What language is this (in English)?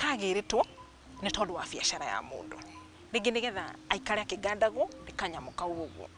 Kikuyu